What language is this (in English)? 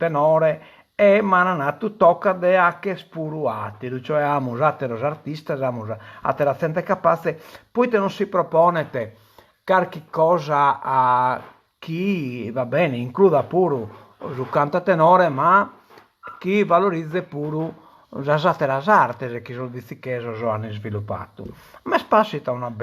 Sardinian